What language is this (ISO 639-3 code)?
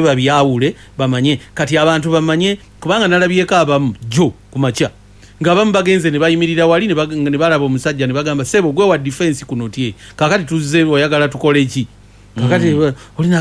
lug